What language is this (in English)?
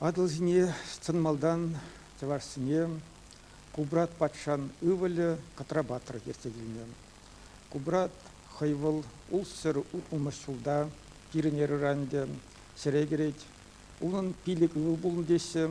Chuvash